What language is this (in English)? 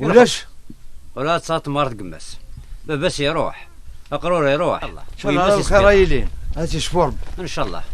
Kabyle